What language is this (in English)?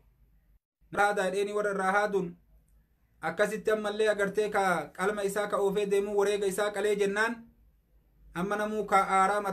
Oromo